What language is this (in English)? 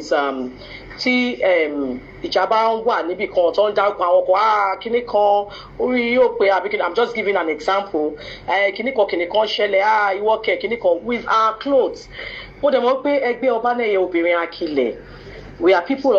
Yoruba